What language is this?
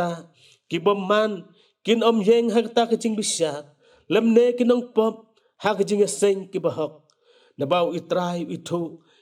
Khasi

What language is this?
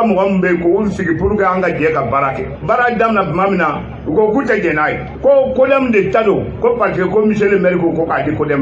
Bambara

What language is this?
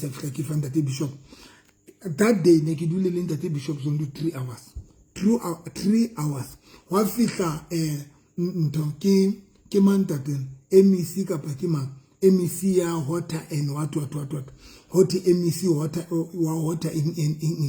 Southern Sotho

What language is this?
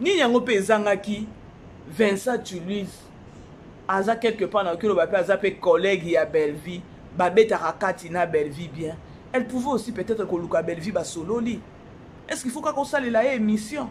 Lingala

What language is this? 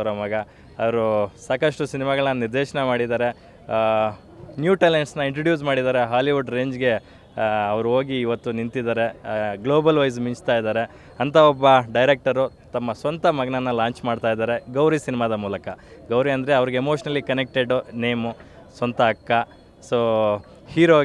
Kannada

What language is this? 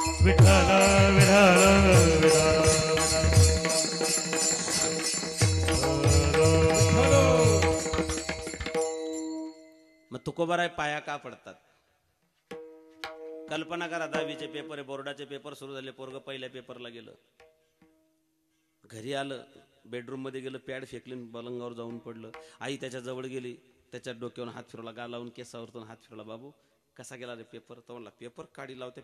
Marathi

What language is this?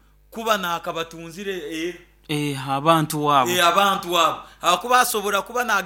Nyoro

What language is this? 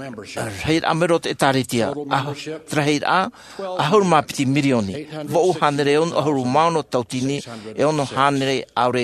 Tahitian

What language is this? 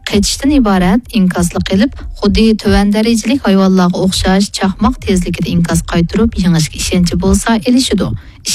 Uyghur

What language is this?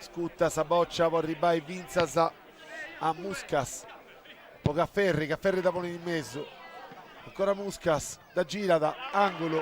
Sardinian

